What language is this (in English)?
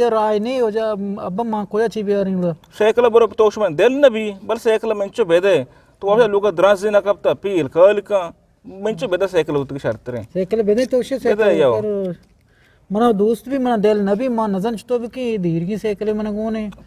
Eastern Balochi